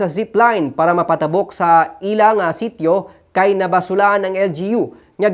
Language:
Hiligaynon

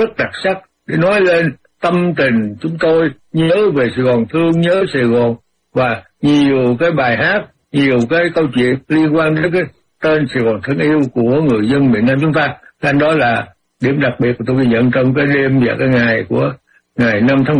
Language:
Vietnamese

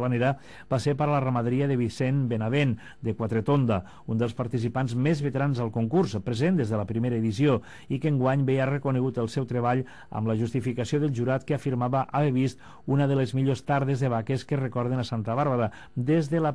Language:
Catalan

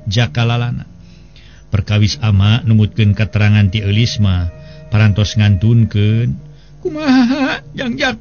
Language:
Sundanese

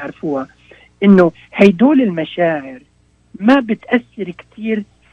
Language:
North Levantine Arabic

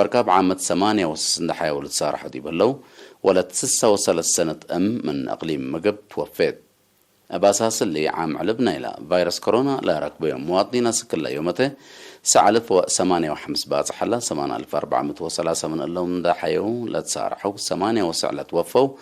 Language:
Tigre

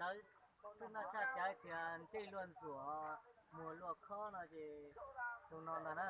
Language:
Hmong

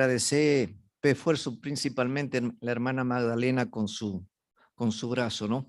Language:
Guarani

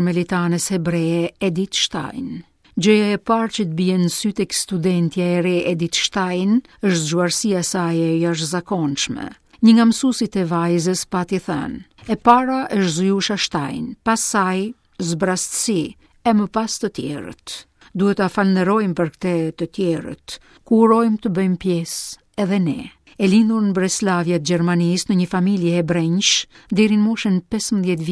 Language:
Albanian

